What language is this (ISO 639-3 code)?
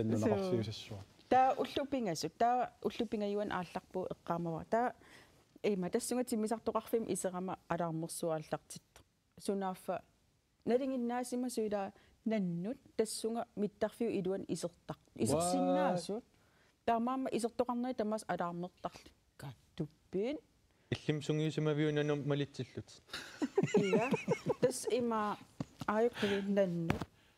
kal